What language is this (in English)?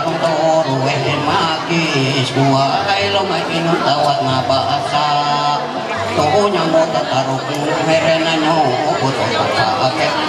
Ma'anyan